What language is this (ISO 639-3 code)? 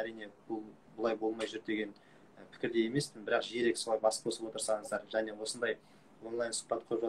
kaz